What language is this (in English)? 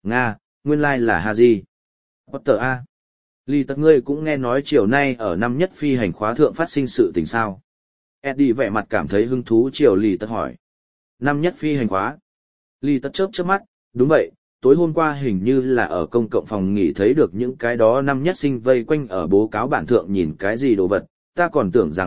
Vietnamese